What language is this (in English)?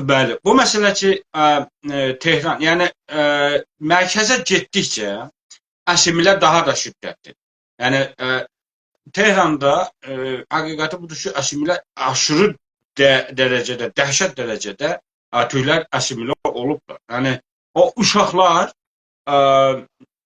South Azerbaijani